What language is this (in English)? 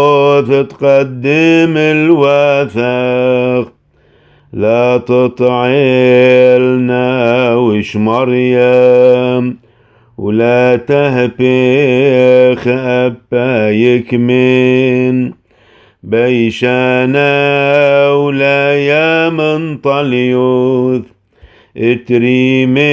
Classical Syriac